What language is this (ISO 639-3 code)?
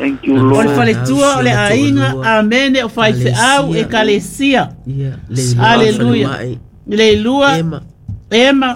smo